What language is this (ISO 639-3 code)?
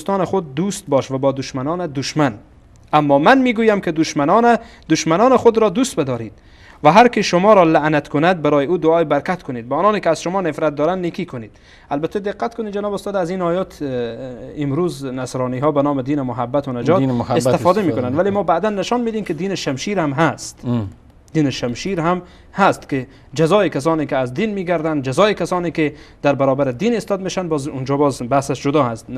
fas